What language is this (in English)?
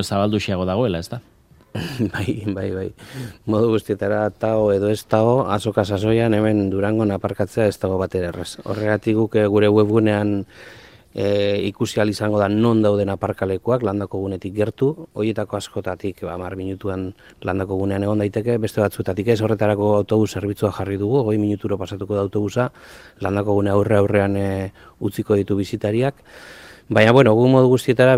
Basque